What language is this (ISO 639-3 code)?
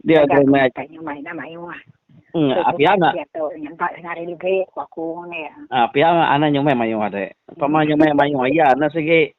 iba